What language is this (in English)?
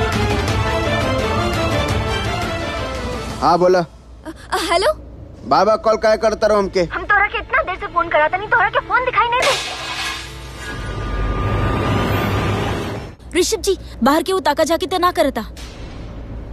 Bhojpuri